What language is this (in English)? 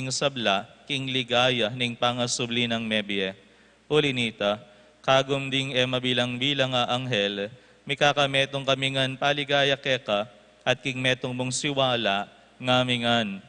Pampanga